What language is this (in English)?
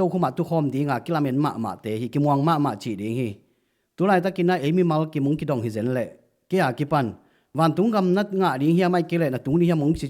Tedim Chin